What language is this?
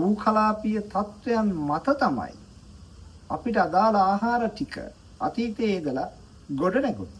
Sinhala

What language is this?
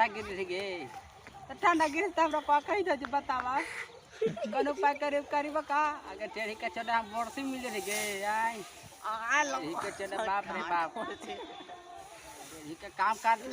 Magahi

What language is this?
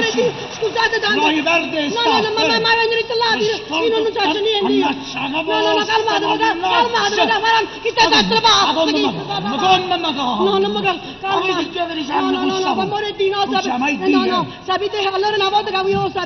Neapolitan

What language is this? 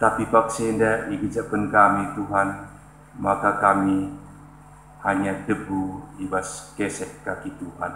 Batak Karo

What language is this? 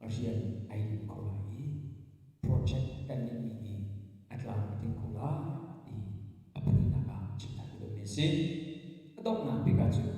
Hakha Chin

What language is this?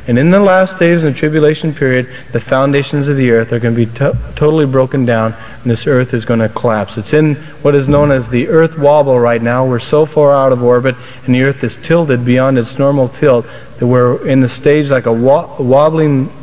English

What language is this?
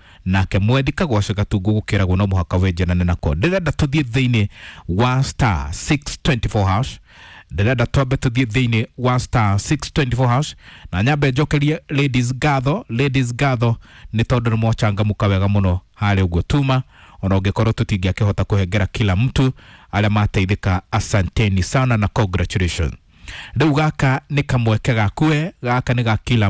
Kikuyu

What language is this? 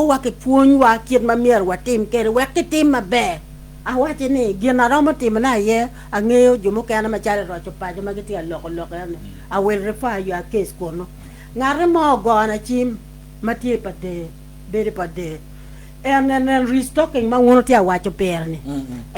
Acoli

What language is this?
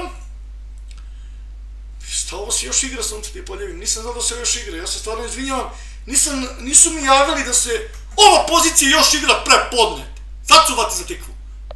Serbian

